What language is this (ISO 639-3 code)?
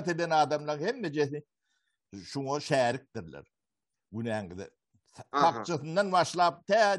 tuk